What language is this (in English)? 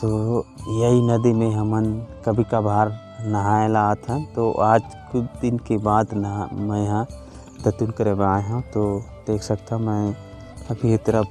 Chhattisgarhi